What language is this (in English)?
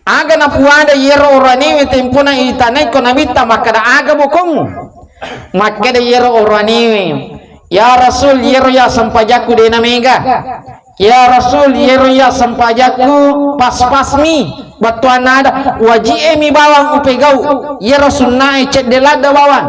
Buginese